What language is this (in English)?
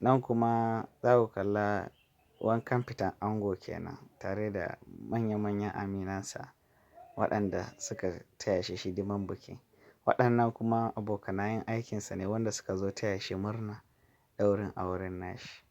Hausa